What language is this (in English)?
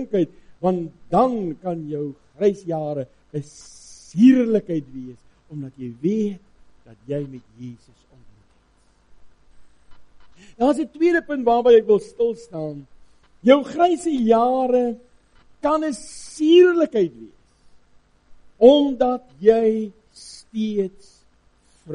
Afrikaans